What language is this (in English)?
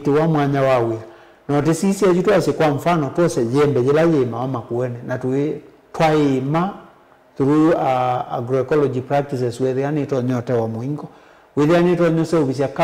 Kamba